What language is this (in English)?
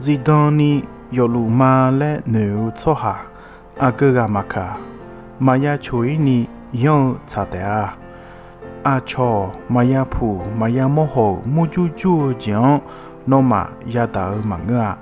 Akha